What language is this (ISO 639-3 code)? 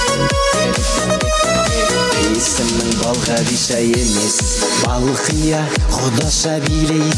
kaa